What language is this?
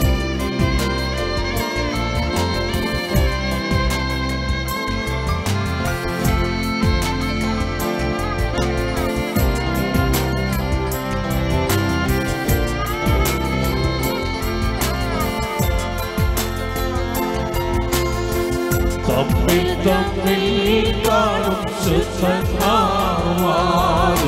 Malayalam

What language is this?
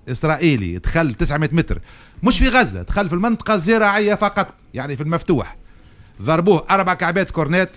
Tunisian Arabic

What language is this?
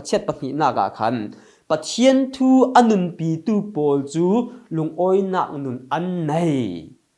Falam Chin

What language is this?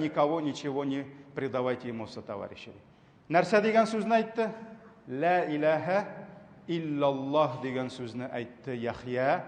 Tatar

